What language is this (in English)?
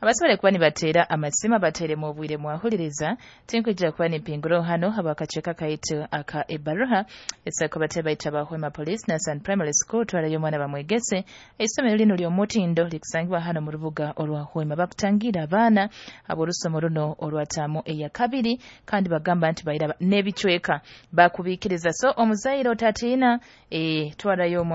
Nyoro